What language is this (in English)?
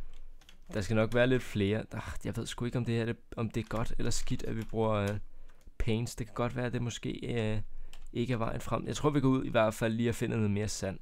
Danish